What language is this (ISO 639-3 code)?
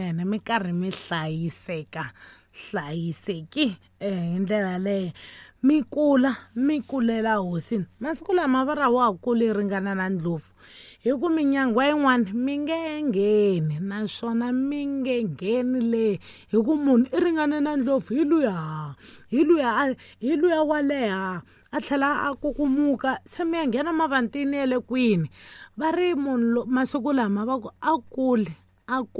tso